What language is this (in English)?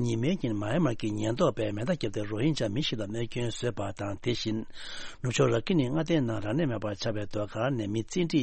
Tibetan